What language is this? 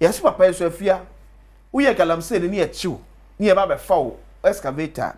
Akan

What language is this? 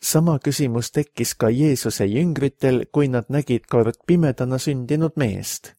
Estonian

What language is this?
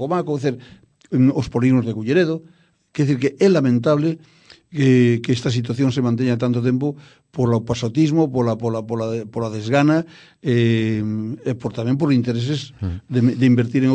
Galician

